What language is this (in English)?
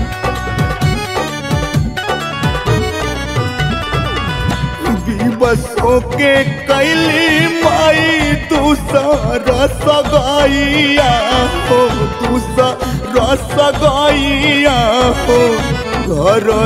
Bhojpuri